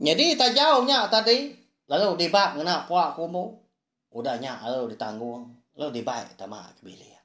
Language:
Iban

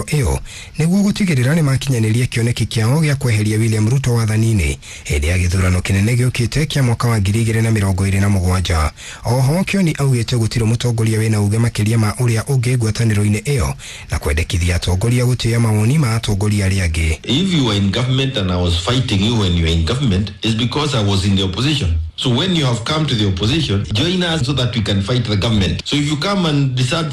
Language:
Kikuyu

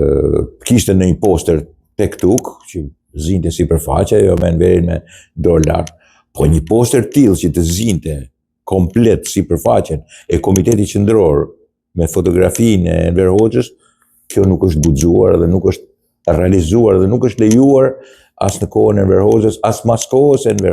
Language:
Albanian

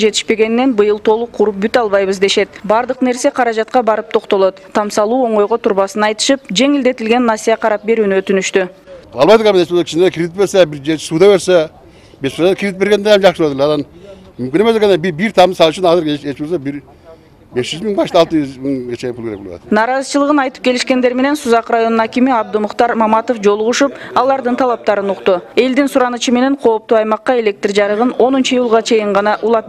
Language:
Kyrgyz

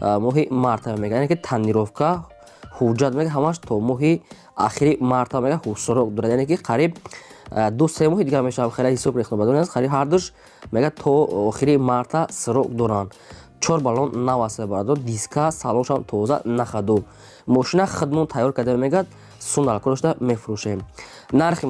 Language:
Tajik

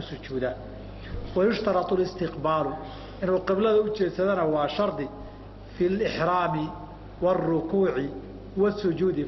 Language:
Somali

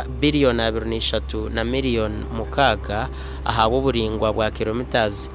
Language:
Nyankole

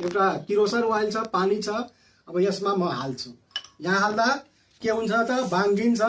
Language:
Nepali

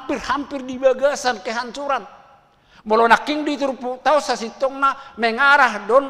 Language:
Batak Toba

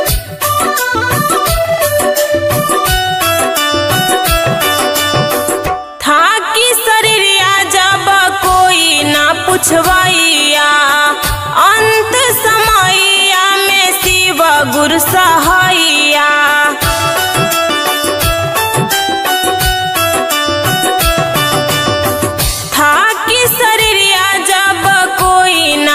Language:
Bhojpuri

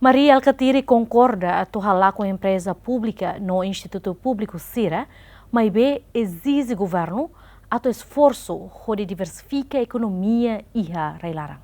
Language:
Tetum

